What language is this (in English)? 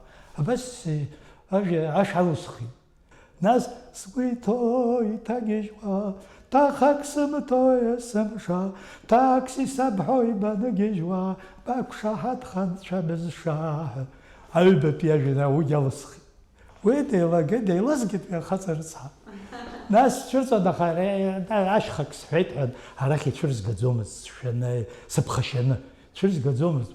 Abkhazian